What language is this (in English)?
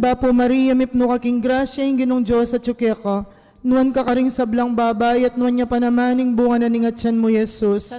Pampanga